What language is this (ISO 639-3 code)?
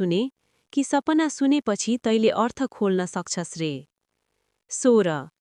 nep